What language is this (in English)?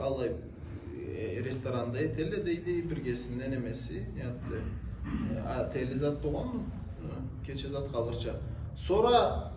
Karachay-Balkar